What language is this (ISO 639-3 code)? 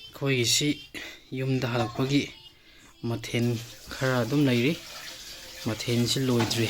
mni